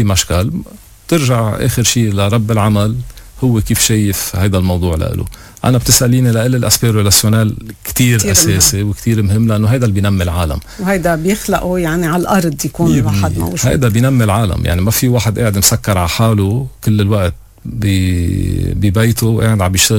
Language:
North Levantine Arabic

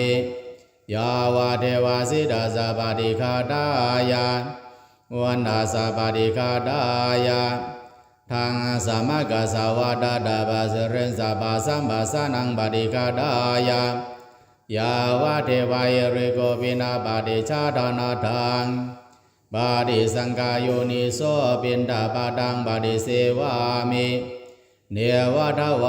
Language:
Pali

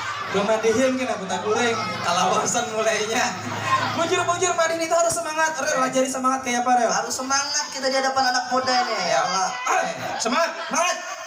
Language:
Banjar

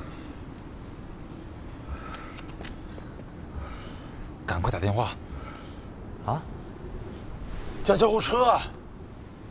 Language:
Chinese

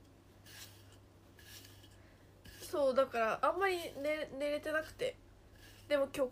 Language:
Japanese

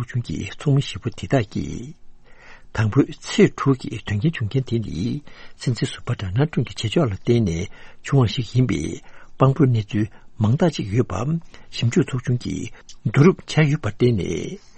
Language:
Tibetan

